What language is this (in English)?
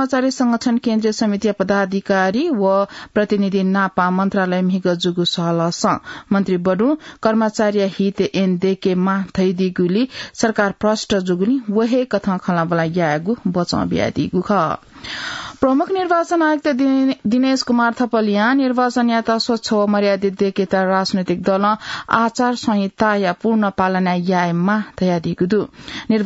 Newari